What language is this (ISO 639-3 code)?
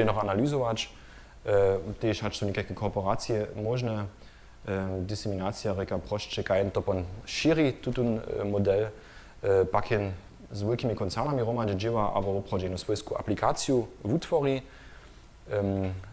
hsb